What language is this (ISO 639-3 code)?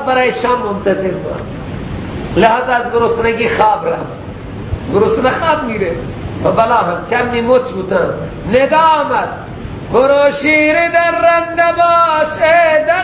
fas